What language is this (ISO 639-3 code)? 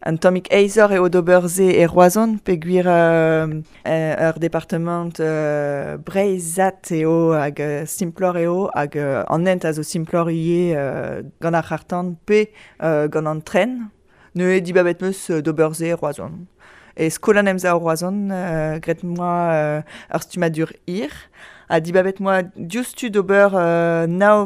bre